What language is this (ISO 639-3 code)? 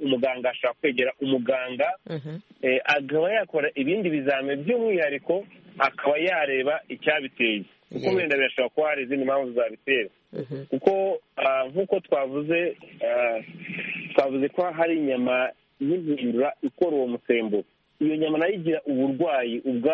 kin